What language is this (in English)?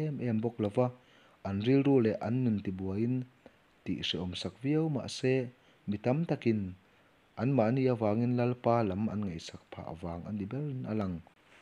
Mizo